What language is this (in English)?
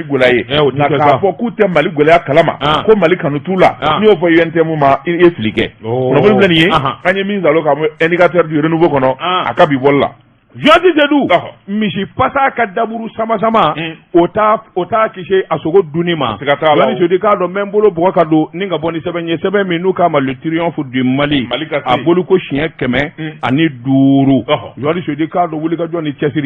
Bambara